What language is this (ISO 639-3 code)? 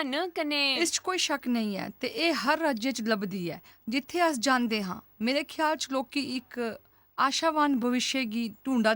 doi